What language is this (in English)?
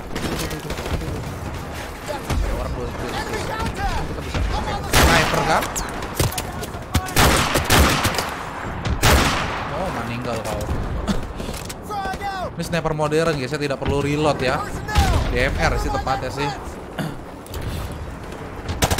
Indonesian